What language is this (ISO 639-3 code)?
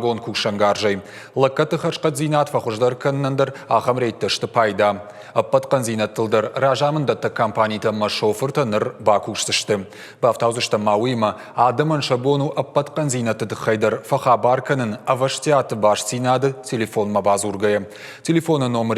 oss